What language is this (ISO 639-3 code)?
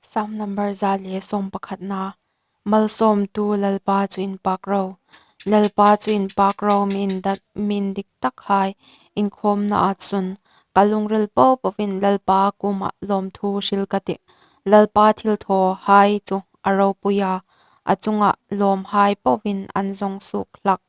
hmr